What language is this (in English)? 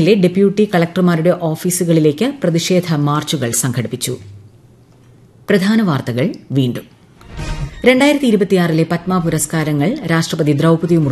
Malayalam